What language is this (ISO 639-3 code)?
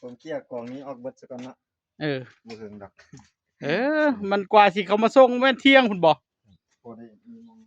tts